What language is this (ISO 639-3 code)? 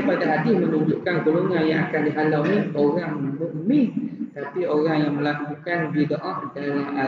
msa